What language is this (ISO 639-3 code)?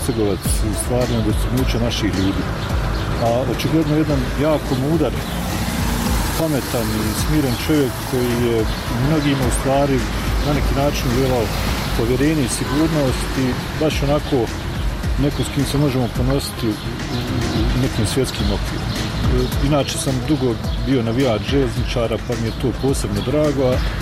bos